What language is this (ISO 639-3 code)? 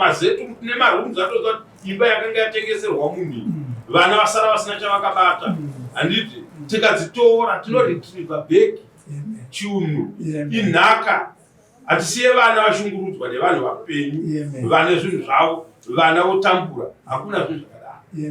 sna